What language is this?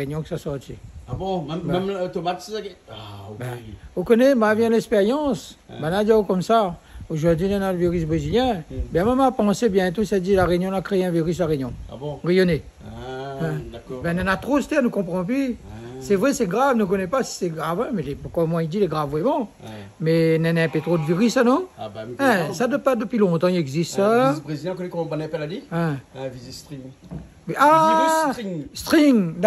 Réunion Creole French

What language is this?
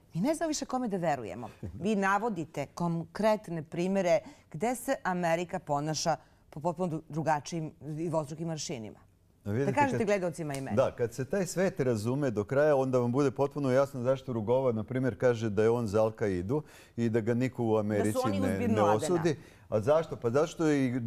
Serbian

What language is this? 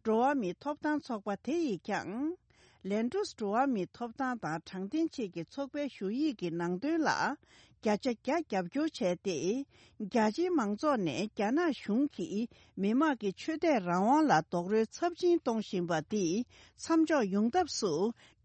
Tibetan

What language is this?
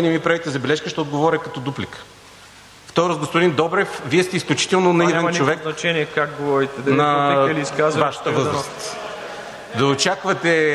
Bulgarian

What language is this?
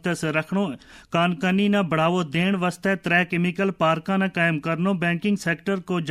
Gujari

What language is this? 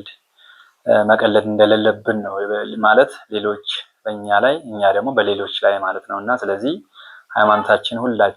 Amharic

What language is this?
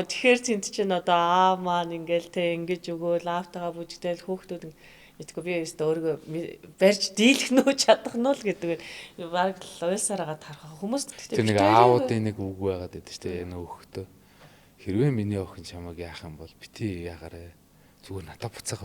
Mongolian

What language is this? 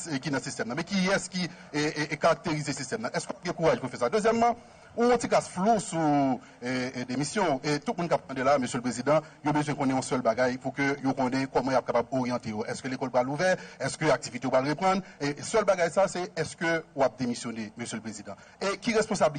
Haitian Creole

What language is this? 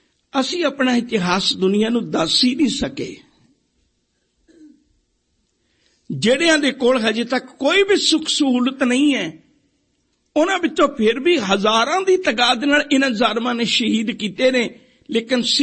Punjabi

